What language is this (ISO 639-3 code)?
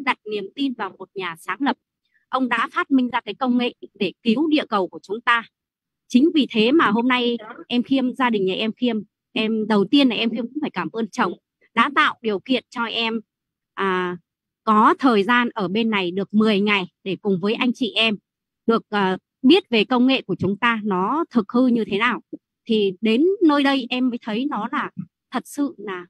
vie